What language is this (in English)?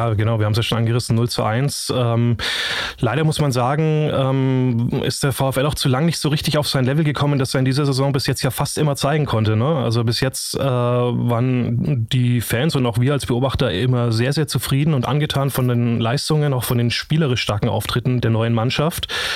German